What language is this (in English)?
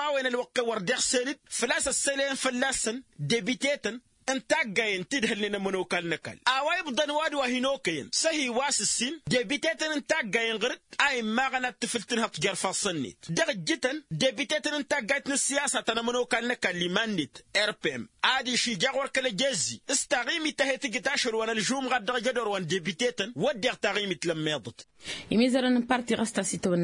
Tamasheq